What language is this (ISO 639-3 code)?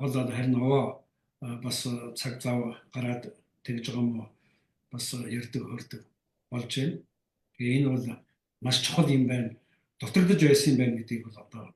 mon